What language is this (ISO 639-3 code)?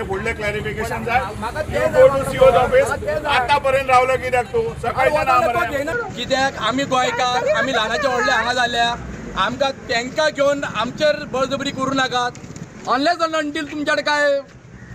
kok